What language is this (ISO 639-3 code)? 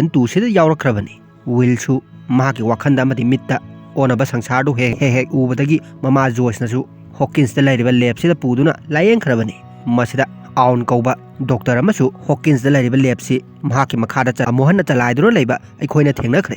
mni